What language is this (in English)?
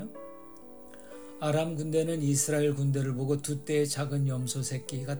Korean